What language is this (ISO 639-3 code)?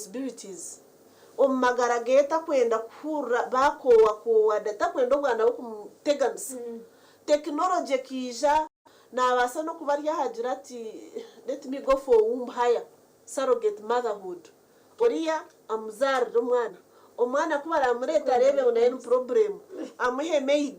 nyn